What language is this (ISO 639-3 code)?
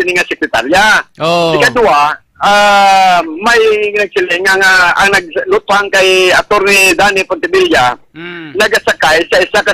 hil